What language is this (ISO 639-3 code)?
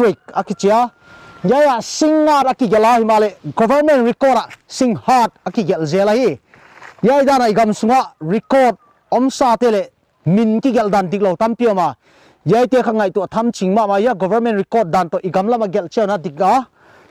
pck